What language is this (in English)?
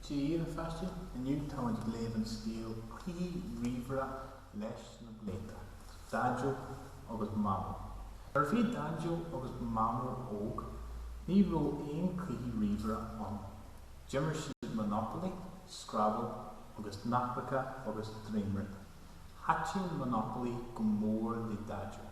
Irish